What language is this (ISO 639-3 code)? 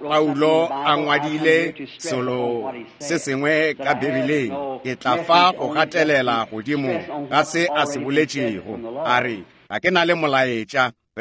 nso